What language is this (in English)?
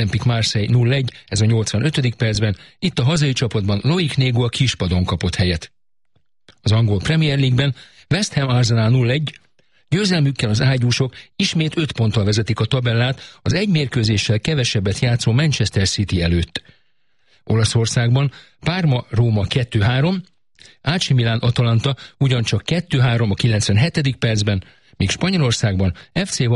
Hungarian